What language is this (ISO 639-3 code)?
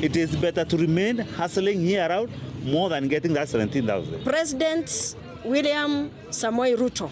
mer